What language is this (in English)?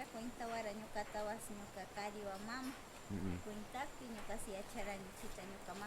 Northern Pastaza Quichua